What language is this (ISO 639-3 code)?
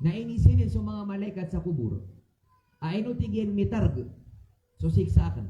mrw